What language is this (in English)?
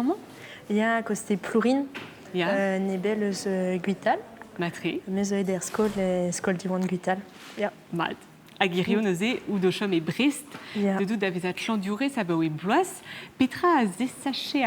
Breton